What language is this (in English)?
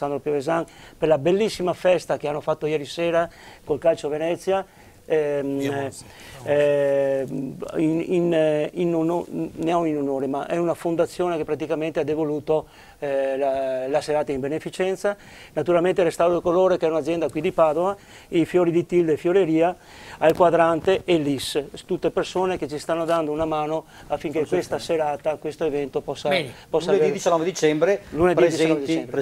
Italian